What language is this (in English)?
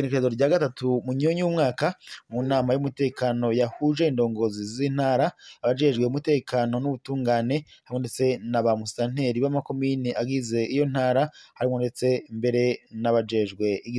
Rundi